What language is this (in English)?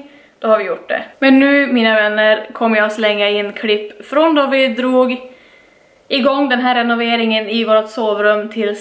Swedish